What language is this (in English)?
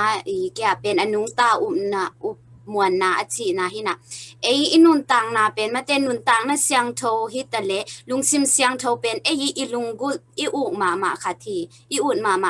Tedim Chin